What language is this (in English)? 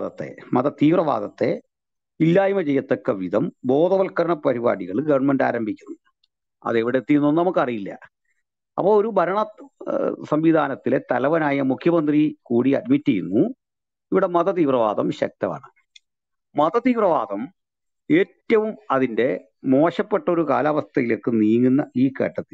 Malayalam